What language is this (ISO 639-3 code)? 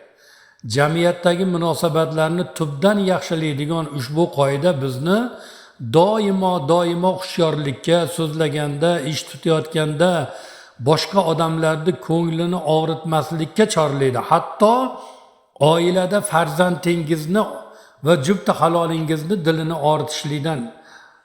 uzb